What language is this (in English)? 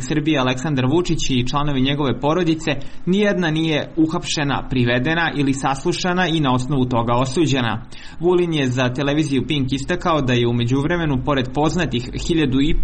Serbian